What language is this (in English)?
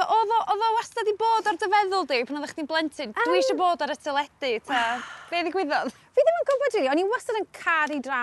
Welsh